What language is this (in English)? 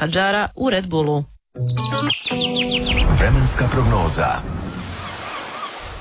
Croatian